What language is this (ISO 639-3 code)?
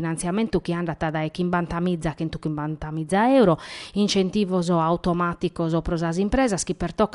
srd